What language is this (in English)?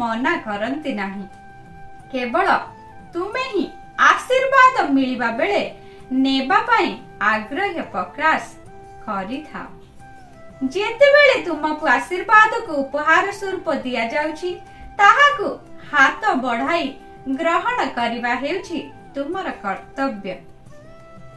Odia